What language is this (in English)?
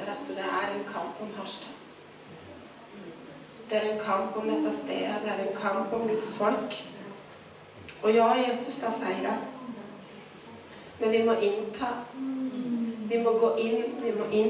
Norwegian